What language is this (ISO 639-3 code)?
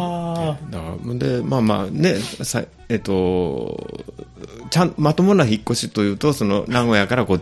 jpn